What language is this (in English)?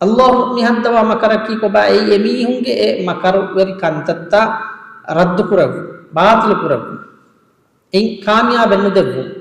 Divehi